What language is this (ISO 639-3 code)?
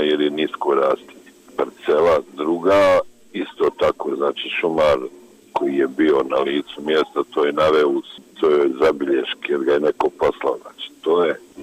bos